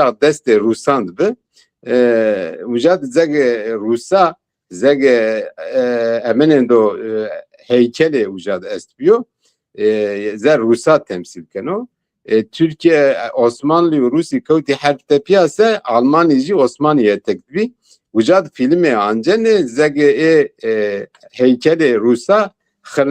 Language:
Zaza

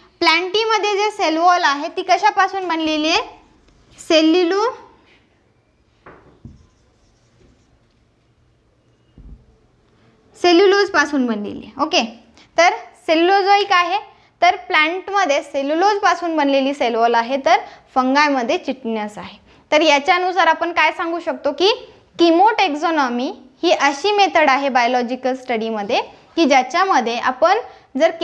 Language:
Marathi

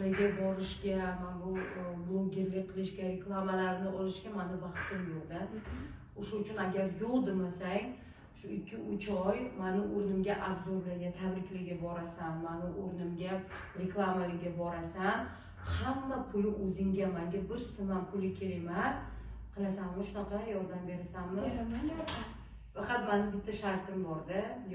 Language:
Uzbek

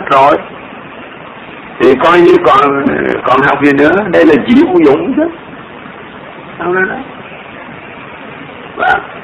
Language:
Vietnamese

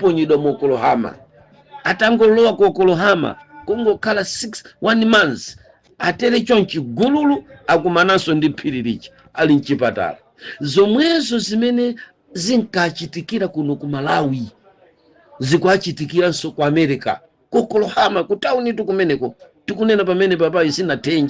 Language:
Nyanja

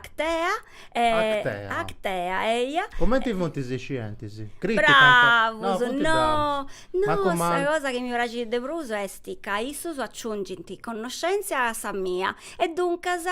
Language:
Sardinian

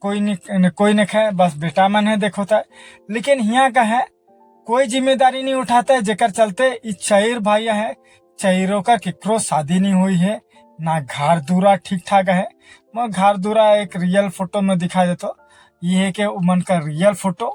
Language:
Sadri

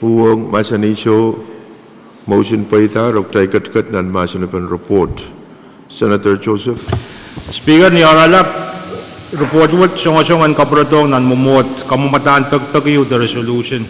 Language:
Pohnpeian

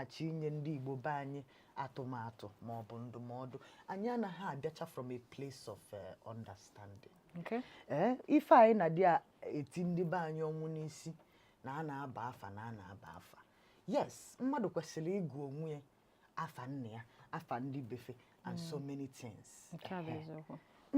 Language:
Igbo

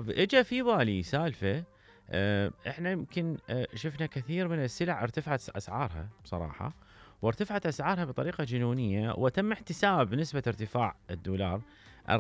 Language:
Mesopotamian Arabic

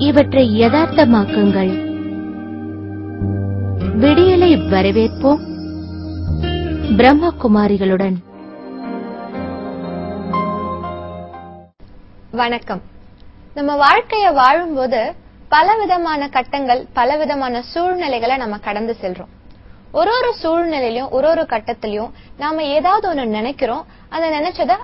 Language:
Tamil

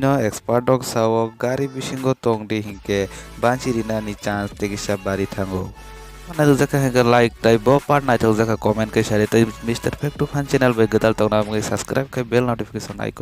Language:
Kok Borok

